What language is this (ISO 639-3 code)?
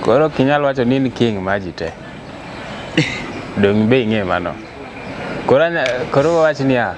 luo